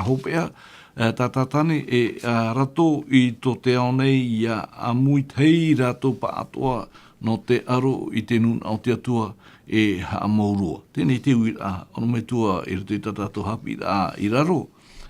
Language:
Tahitian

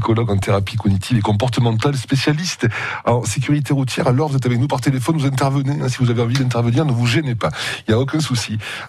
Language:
French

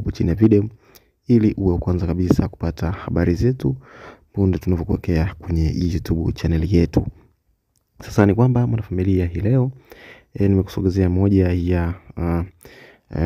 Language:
Swahili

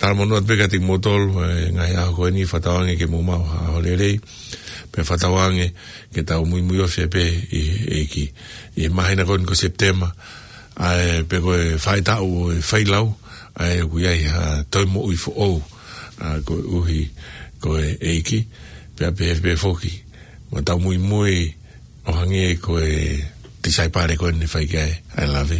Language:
Tongan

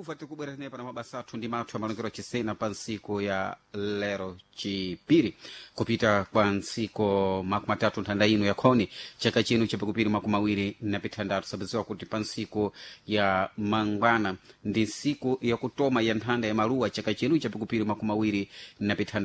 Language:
Sena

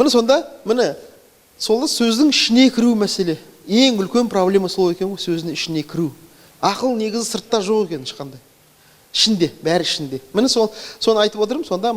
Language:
Kazakh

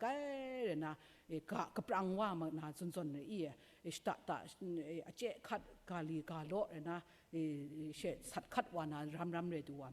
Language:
Kachin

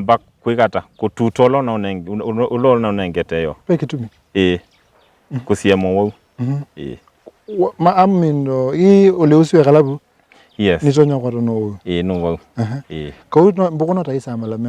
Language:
Kamba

